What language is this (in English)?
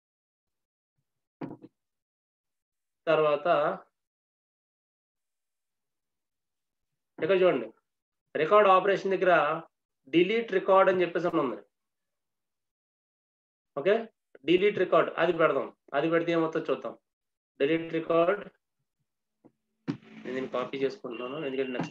Telugu